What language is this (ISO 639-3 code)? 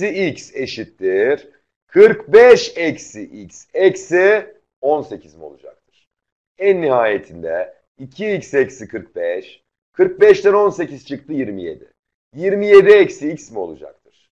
tur